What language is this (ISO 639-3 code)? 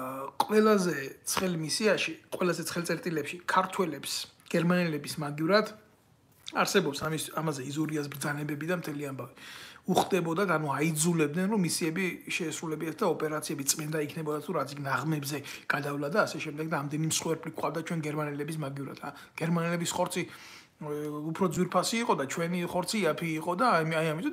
kat